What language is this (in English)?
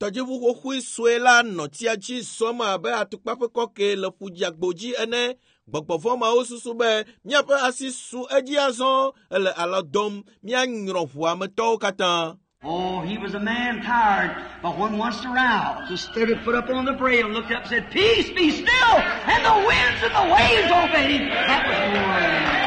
Ewe